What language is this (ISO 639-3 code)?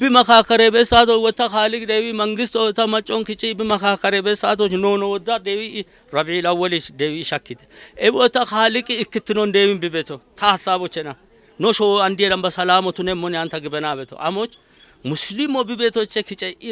kbr